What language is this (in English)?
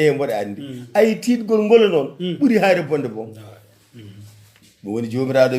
Fula